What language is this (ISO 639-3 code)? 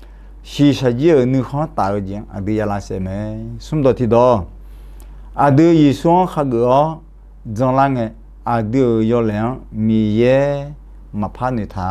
ahk